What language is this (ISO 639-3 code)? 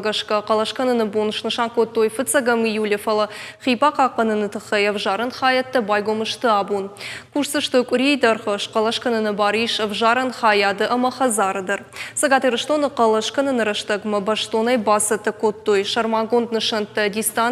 oss